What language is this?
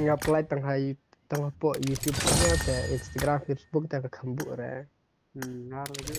Khasi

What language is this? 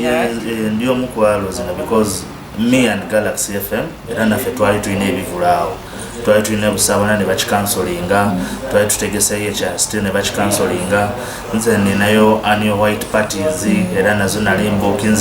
Ganda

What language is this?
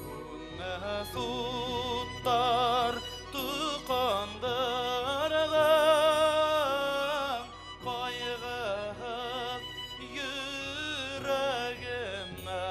Bashkir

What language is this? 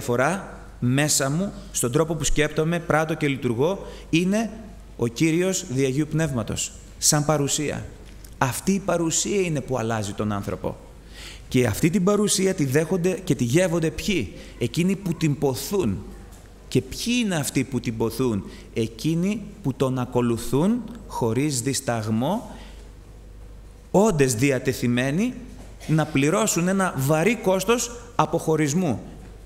Greek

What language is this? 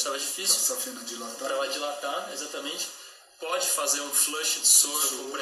Portuguese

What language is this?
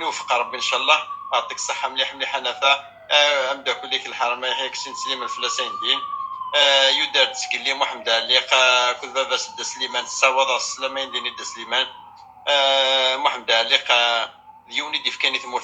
Kabyle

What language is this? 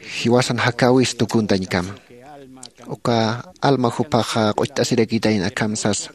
Aymara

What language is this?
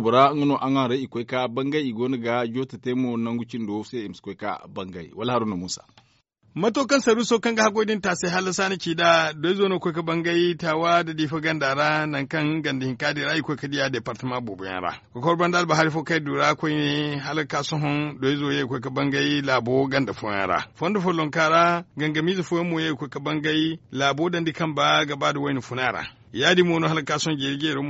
Zarma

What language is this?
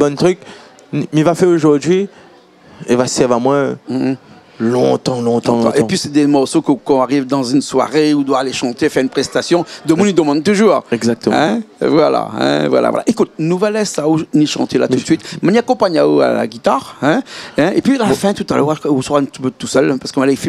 Réunion Creole French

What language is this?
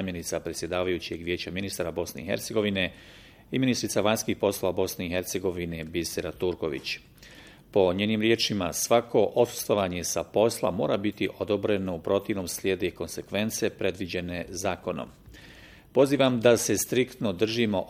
Bosnian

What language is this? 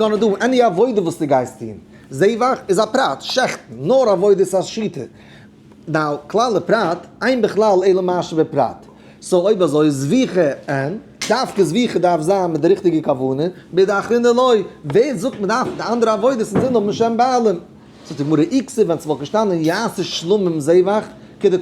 Yiddish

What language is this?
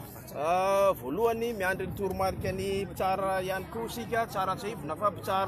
Malagasy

